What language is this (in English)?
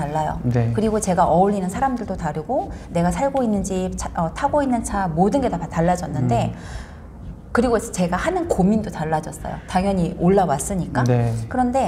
Korean